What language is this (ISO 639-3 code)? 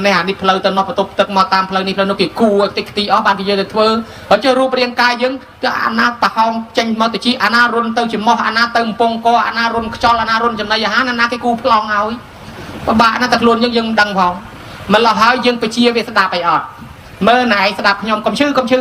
khm